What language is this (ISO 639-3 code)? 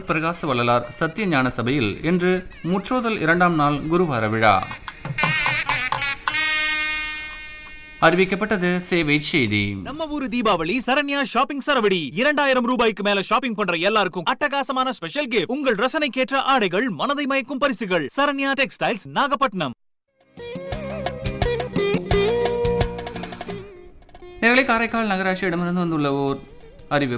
tam